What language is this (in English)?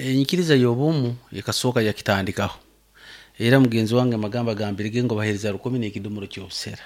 Nyoro